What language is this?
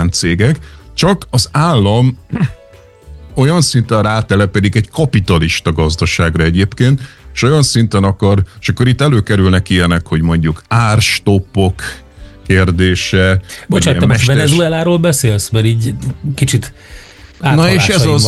Hungarian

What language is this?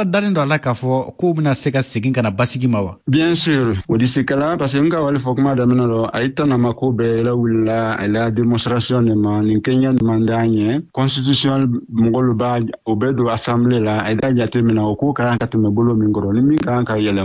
Bambara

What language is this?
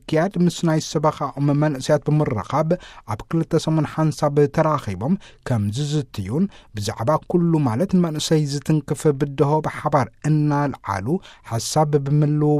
Tigrinya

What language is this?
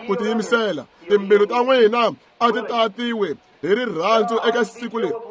Tsonga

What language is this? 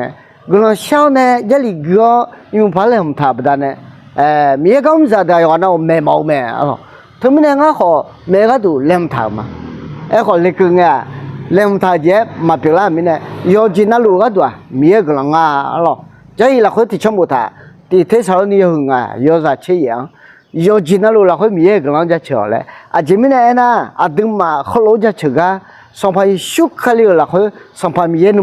Akha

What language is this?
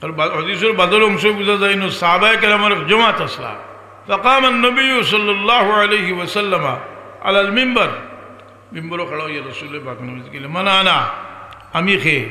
Sylheti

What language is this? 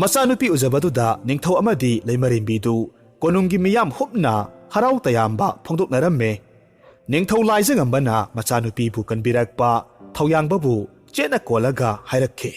Manipuri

